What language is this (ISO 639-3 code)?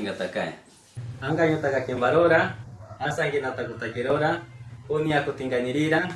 mcb